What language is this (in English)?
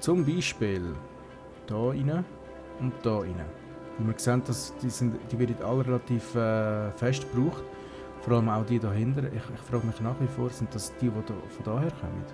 Swiss German